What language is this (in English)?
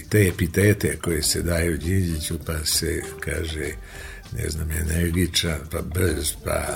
Serbian